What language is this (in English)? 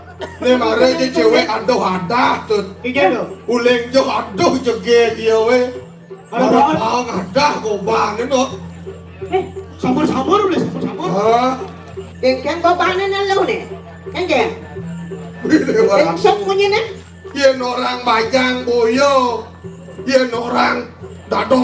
Balinese